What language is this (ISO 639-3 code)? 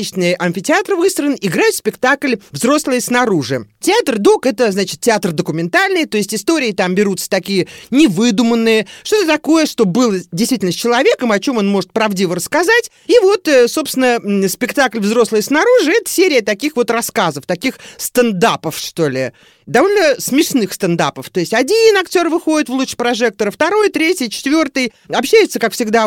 rus